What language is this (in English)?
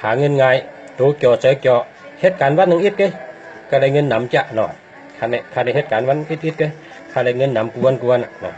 Shan